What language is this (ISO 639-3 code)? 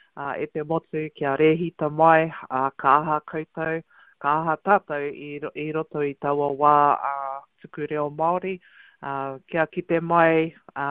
mri